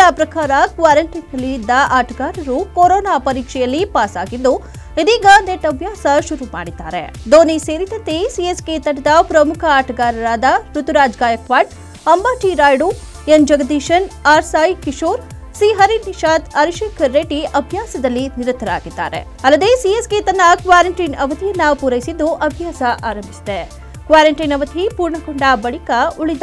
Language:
Kannada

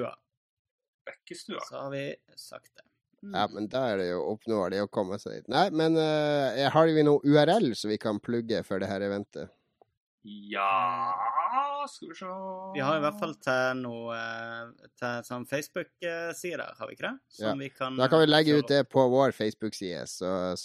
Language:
Norwegian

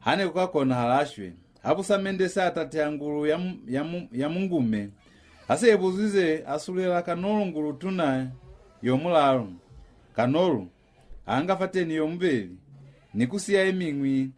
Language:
Lozi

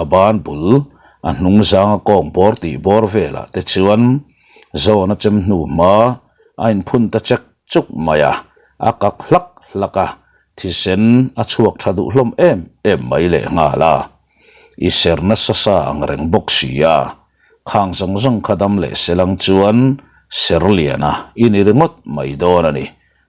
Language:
Mizo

